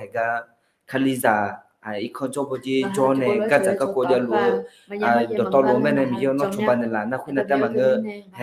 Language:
Akha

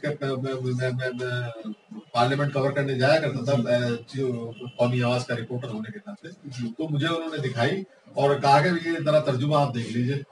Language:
Urdu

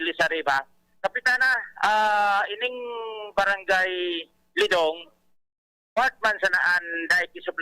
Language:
Bikol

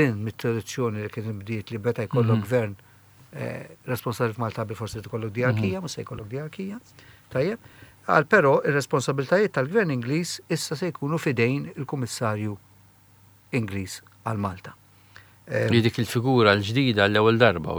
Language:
Maltese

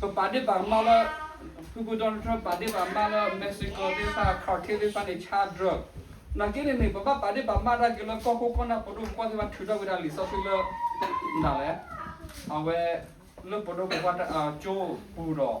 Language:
S'gaw Karen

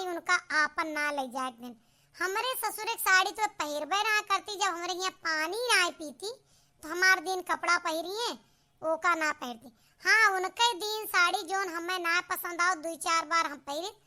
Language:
Awadhi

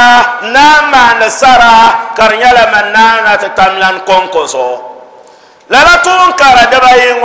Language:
Dagbani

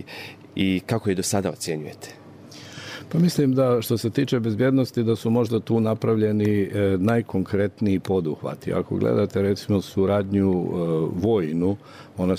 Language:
Bosnian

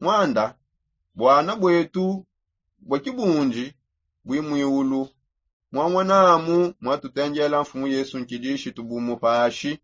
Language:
Songe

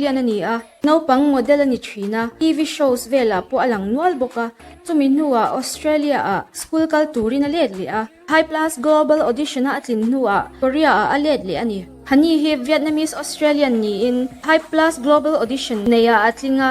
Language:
Mizo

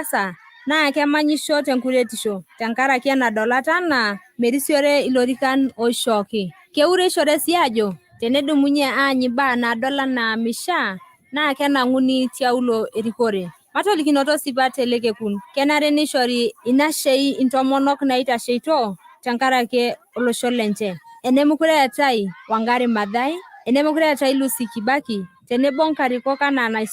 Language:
Masai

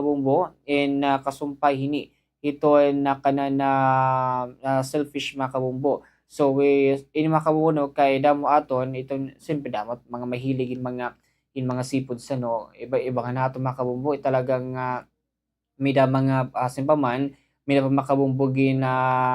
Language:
Waray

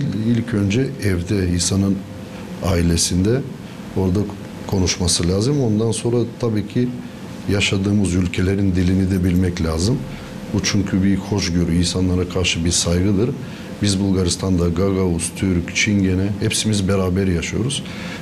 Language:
Gagauz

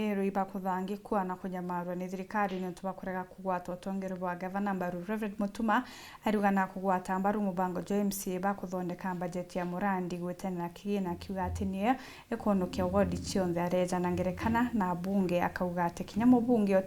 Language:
Meru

